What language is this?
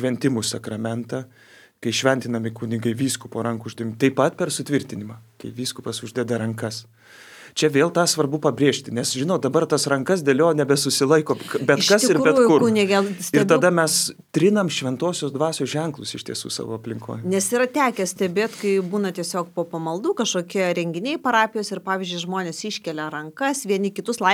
Lithuanian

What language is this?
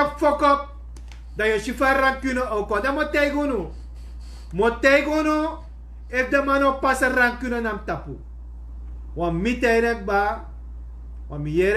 Sranan Tongo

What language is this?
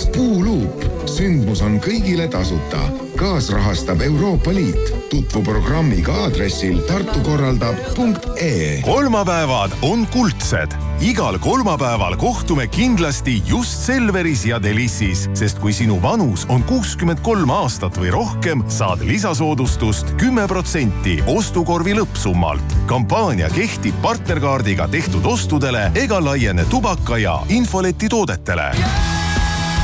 Estonian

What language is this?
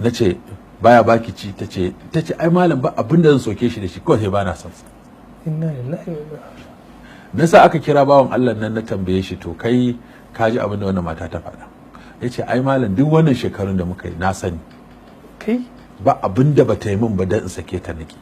Hausa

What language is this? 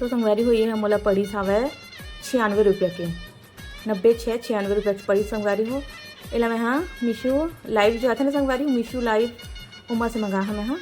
Chhattisgarhi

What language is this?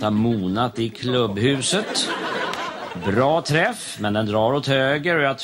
Swedish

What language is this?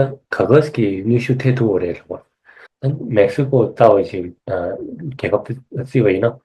Tibetan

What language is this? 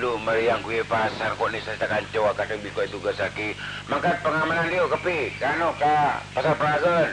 Madurese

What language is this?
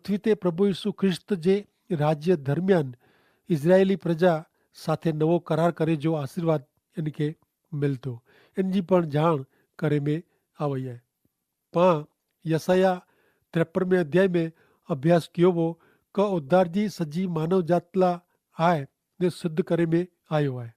Kachhi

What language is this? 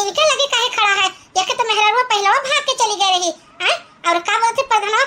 Awadhi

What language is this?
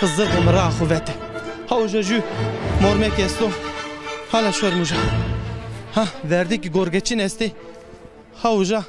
Zaza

